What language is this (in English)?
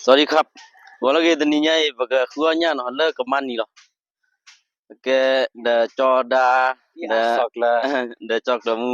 S'gaw Karen